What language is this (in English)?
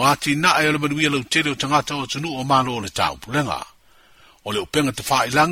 Samoan